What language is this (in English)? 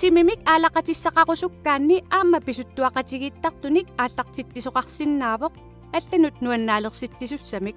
Kalaallisut